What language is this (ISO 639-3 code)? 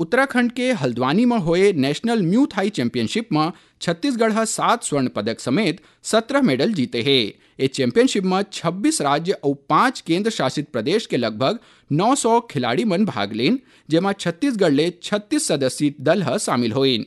hne